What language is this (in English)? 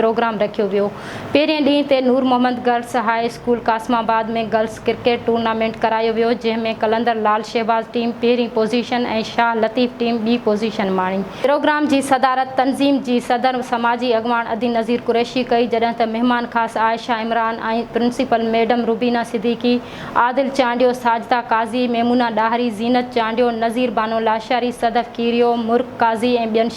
Sindhi